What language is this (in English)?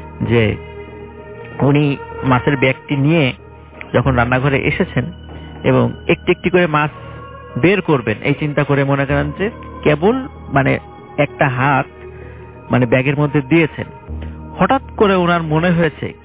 Bangla